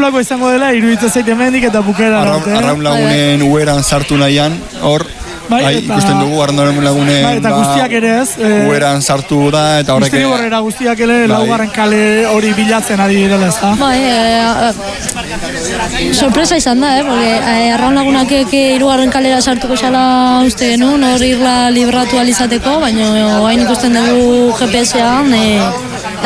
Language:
Basque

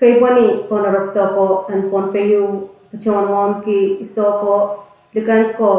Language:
Pohnpeian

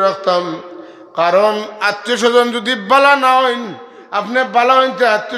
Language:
Sylheti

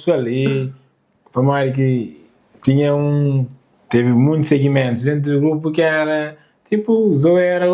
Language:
Kabuverdianu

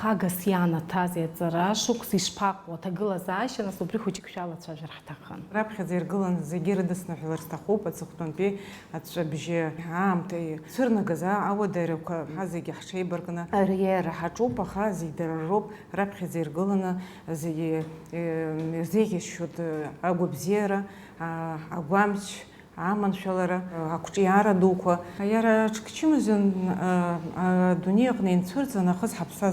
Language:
Abkhazian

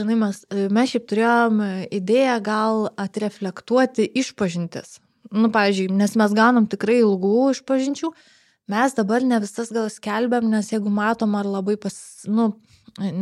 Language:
Lithuanian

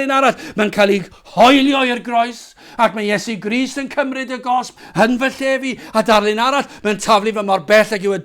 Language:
Welsh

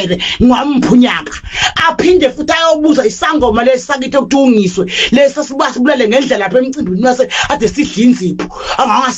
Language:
Zulu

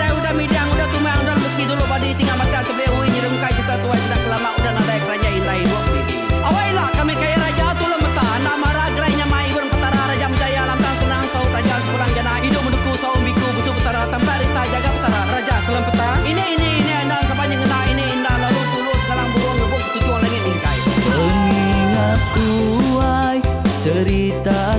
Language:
Iban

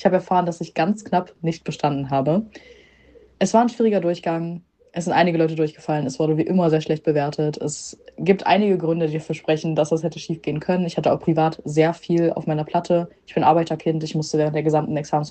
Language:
German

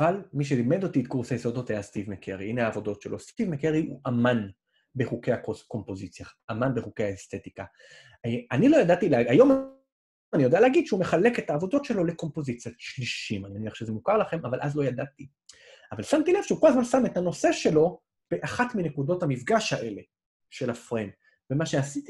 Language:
Hebrew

